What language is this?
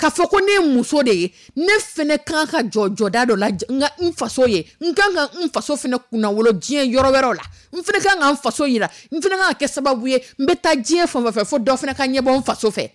Dyula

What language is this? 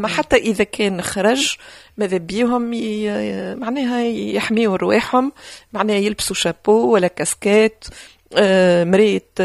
Tunisian Arabic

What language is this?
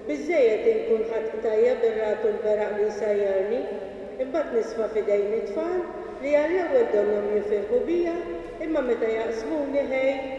Maltese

